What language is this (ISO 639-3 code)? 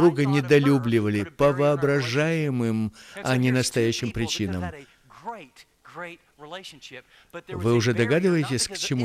rus